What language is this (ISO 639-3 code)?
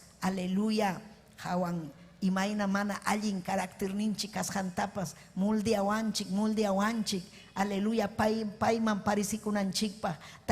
quy